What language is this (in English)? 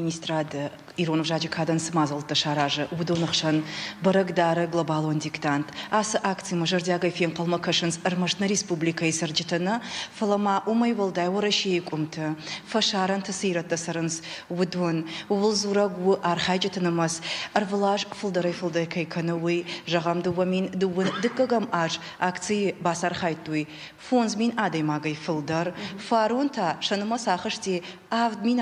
Ossetic